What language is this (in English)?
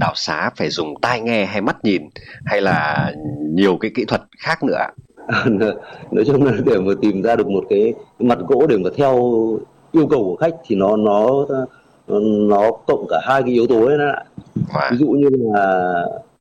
Vietnamese